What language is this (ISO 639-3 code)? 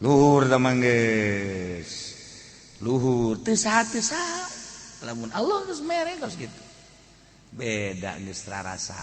sun